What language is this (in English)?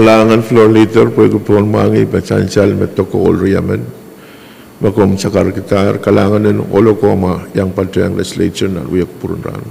Pohnpeian